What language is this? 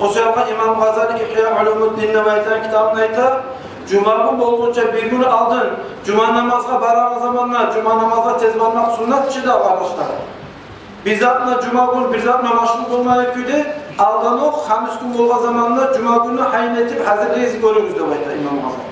Kumyk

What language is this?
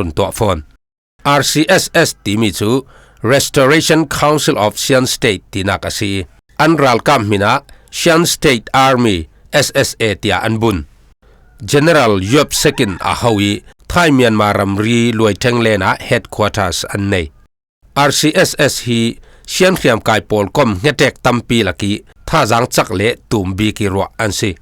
Falam Chin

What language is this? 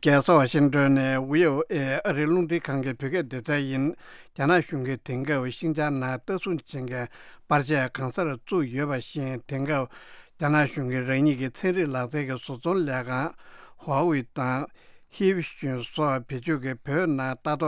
Tibetan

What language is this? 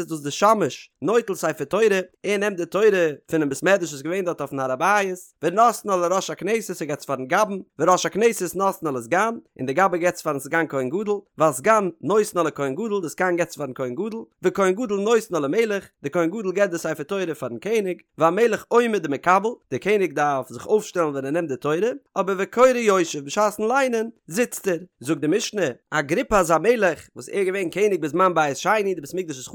Yiddish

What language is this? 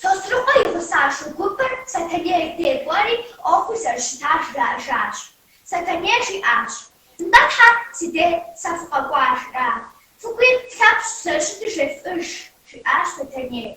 Kabardian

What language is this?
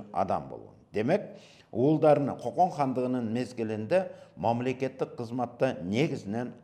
Kyrgyz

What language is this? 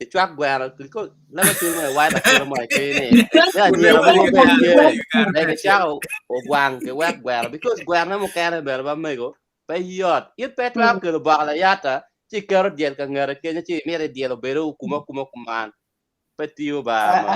Acoli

